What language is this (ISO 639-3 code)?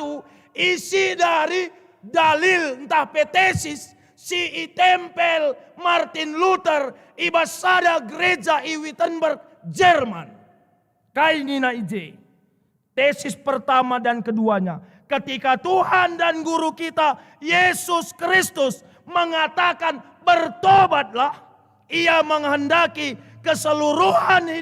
btx